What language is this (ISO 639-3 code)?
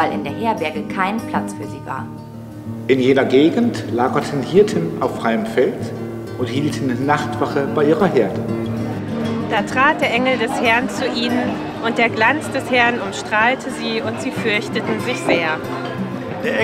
deu